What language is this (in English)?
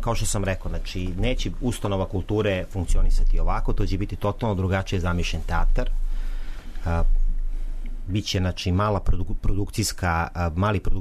Serbian